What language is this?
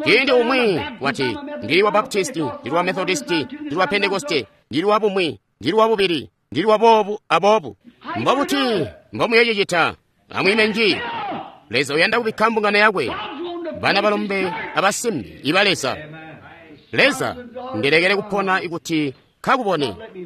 Tonga (Zambia)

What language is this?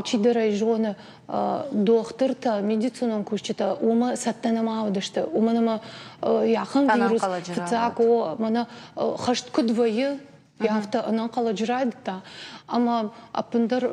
Ossetic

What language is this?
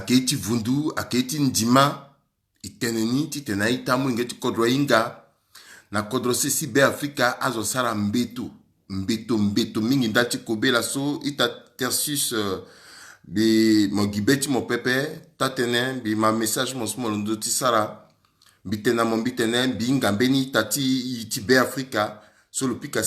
Sango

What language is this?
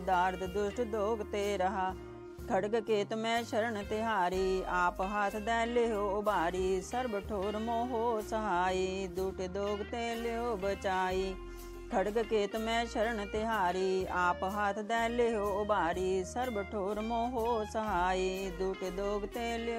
Punjabi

